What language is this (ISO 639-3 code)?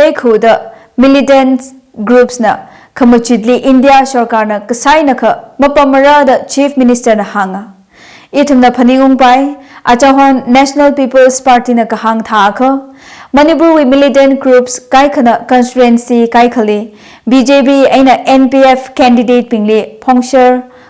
nmf